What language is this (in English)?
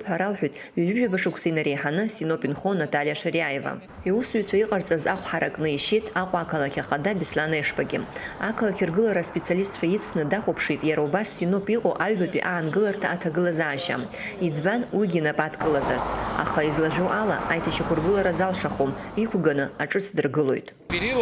Abkhazian